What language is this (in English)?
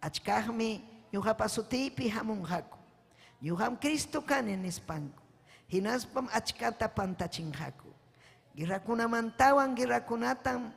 Ayacucho Quechua